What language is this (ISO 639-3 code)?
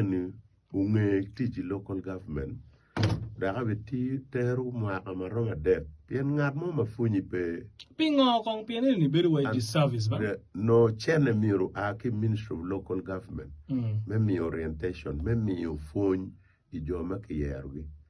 ach